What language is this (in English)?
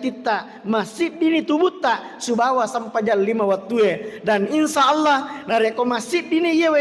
Buginese